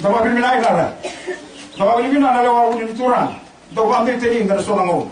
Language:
Fijian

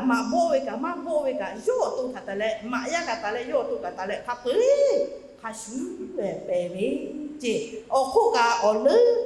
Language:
Lahu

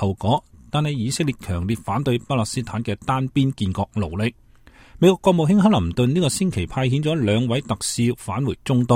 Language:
Cantonese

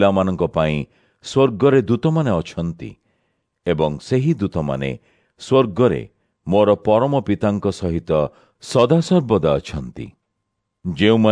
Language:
Odia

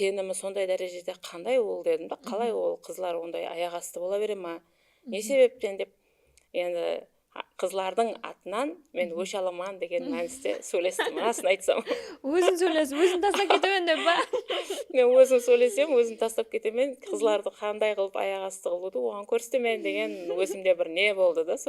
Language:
Kara-Kalpak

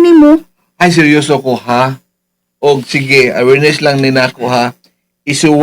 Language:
Cebuano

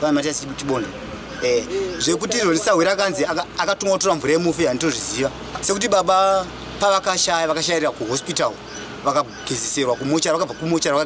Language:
Shona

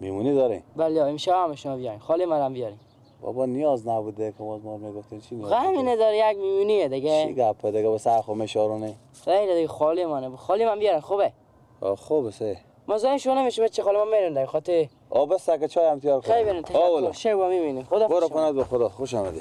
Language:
Persian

